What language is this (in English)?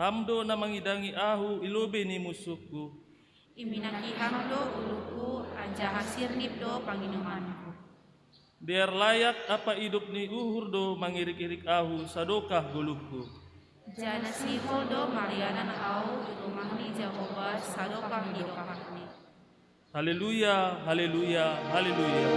Batak Simalungun